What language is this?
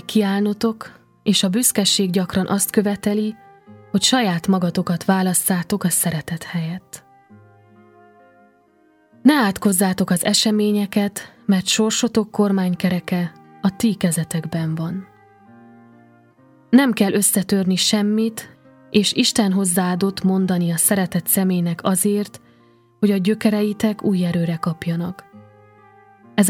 Hungarian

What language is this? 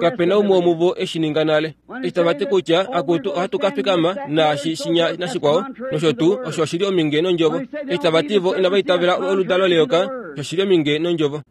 Kuanyama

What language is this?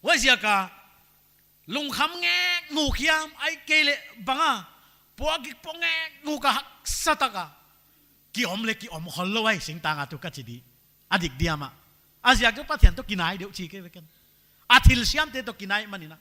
Paite Chin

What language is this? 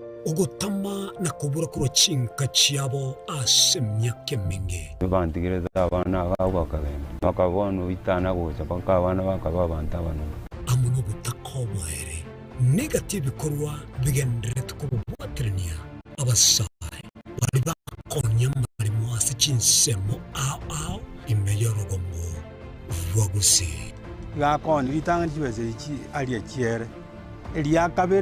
Gusii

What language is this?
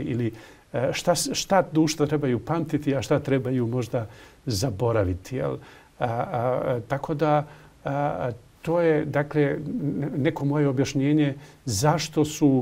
Bosnian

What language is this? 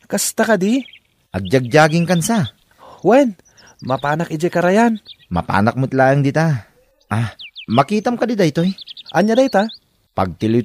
Iloko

